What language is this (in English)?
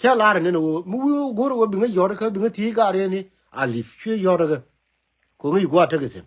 Nuer